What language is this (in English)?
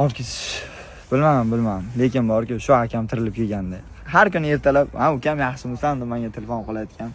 Uzbek